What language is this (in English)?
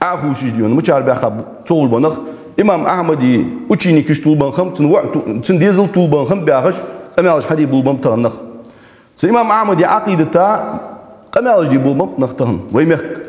Ingush